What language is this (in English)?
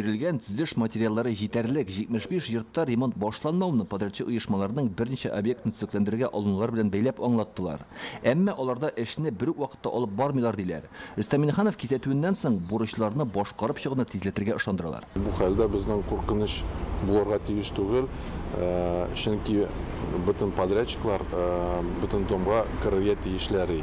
Tatar